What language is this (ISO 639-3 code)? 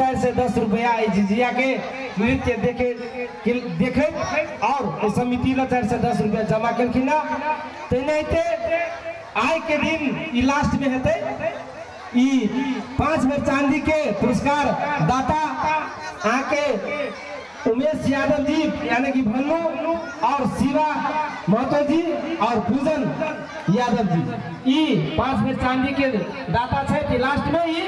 mai